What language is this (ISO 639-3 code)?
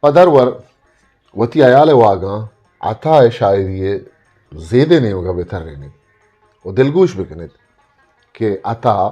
bgp